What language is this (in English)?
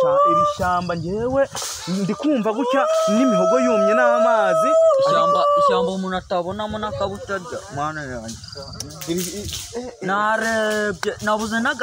Kinyarwanda